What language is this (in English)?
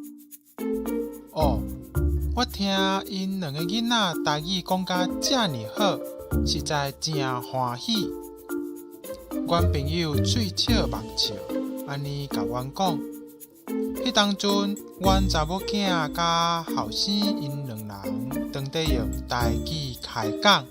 Min Nan Chinese